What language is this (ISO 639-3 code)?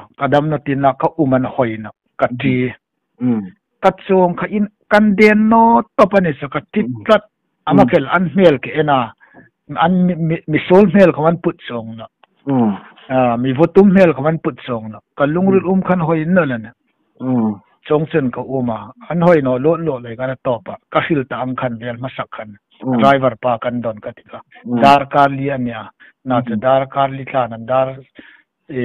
hmr